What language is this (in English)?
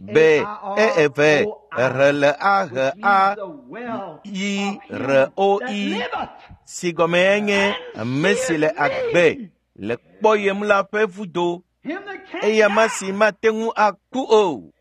Ewe